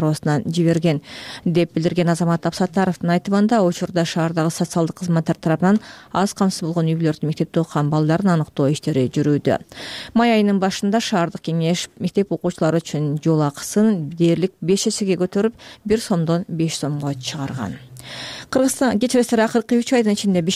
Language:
Kyrgyz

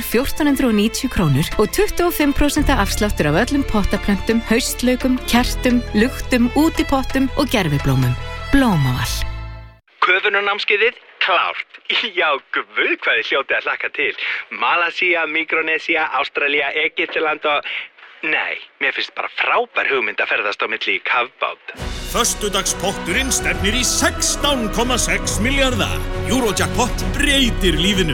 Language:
Icelandic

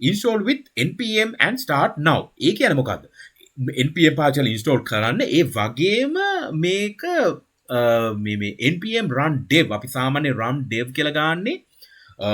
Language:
Sinhala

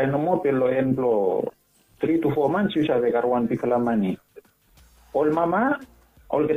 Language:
Bislama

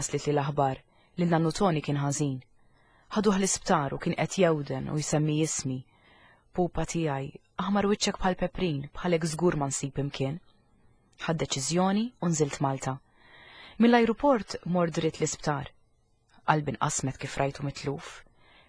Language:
Maltese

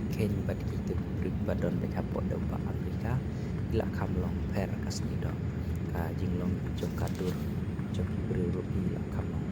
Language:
Khasi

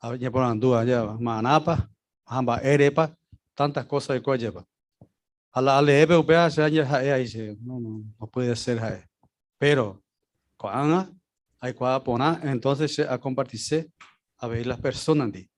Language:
Guarani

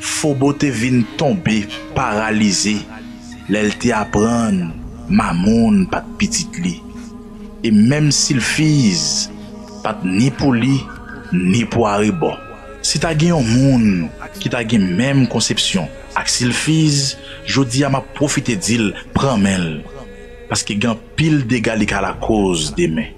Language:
Haitian Creole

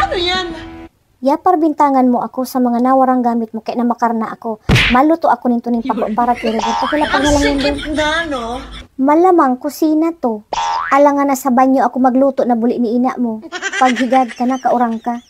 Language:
Bikol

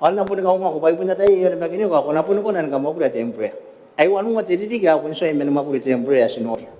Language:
Gilbertese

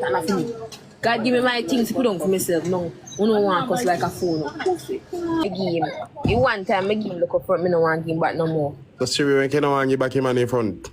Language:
Jamaican Creole English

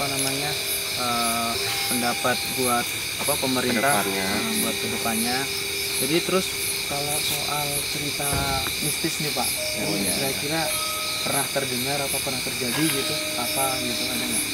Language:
Indonesian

